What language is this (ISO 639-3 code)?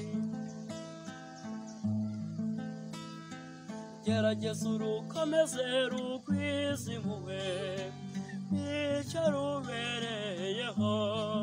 kin